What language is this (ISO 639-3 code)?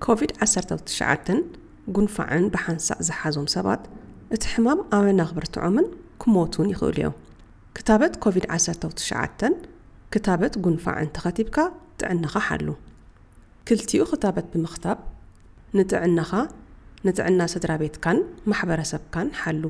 tir